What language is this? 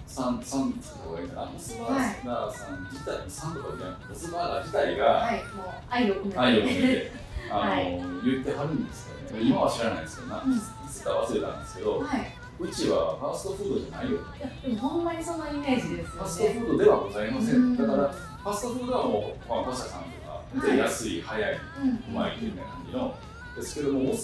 Japanese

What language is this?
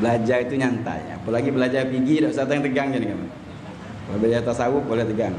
Musi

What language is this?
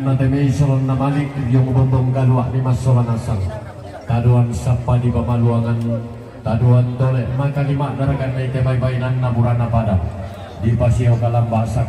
Toraja-Sa'dan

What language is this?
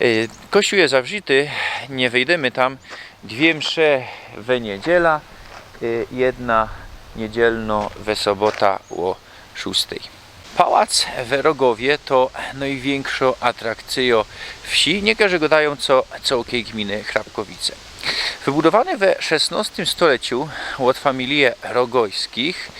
Silesian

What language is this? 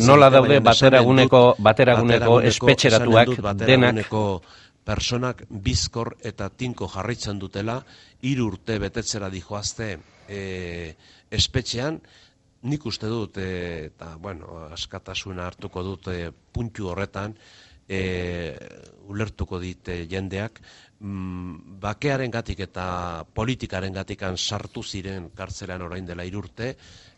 Basque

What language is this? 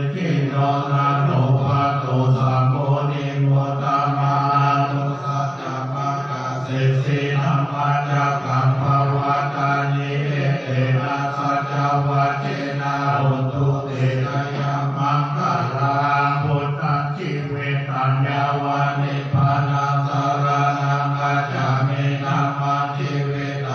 Pali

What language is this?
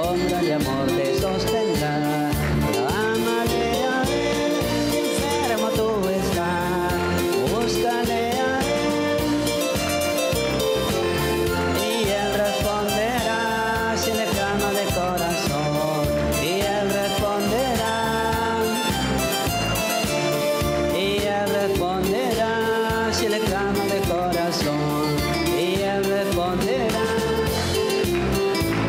Spanish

